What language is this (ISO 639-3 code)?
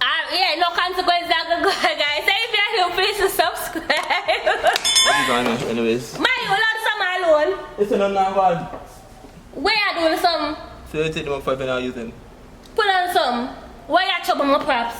jam